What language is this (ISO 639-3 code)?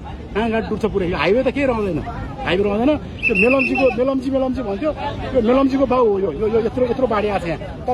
nep